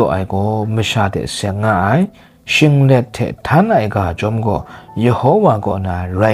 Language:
Kachin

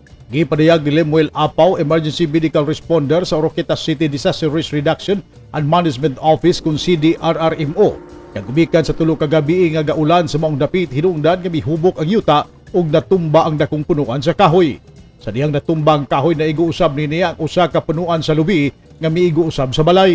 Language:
Cebuano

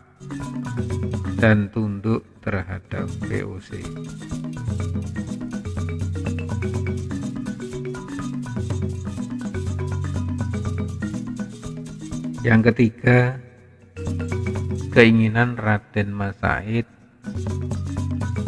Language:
Indonesian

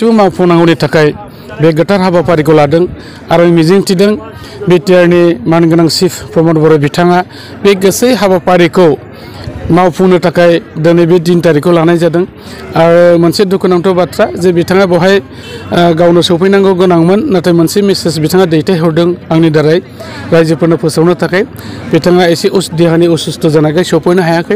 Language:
Bodo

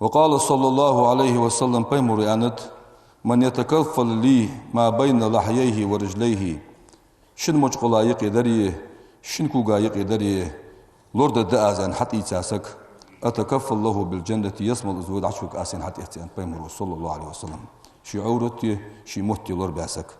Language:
Ingush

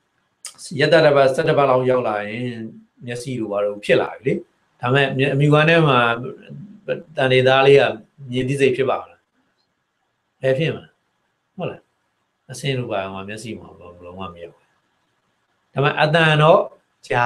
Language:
Burmese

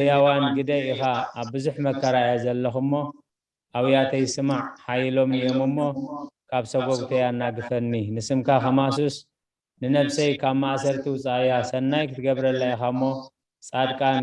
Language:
Tigrinya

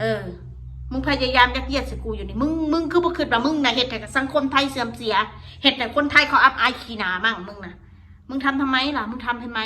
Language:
Northeastern Thai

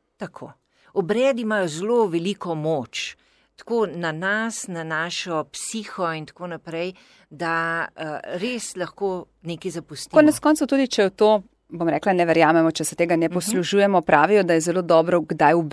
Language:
Slovenian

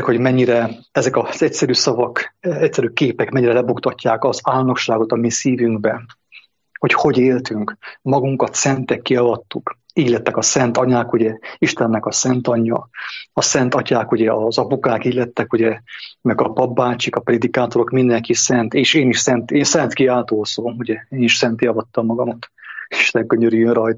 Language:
Hungarian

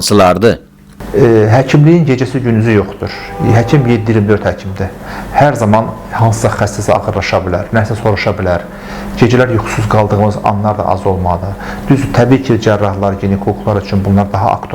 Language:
Azerbaijani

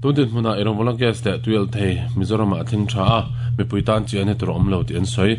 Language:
Mizo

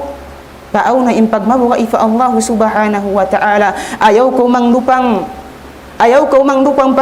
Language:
Tausug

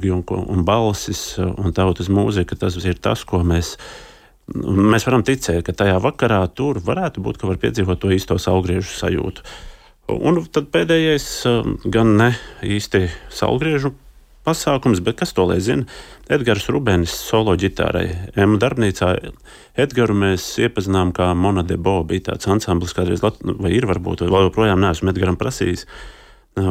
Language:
Latvian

